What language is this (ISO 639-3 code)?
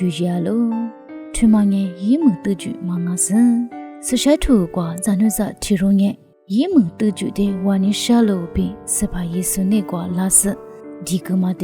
lis